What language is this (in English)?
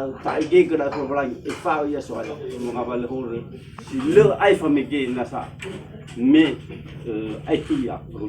Nias